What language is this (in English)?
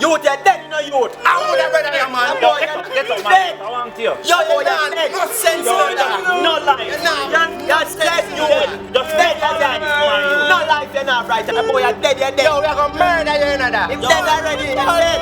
Jamaican Creole English